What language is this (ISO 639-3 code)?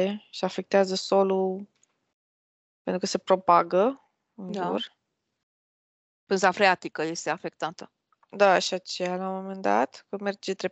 ron